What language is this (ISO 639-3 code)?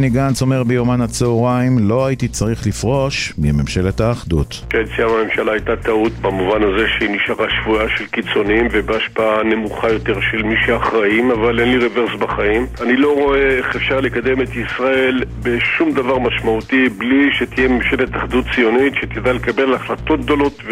heb